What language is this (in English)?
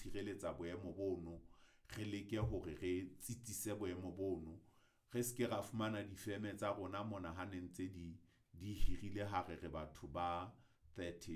Southern Sotho